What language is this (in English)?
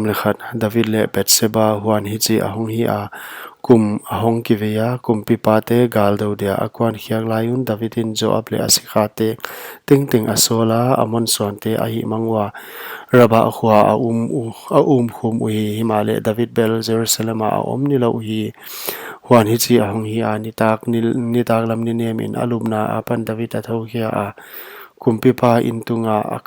Paite Chin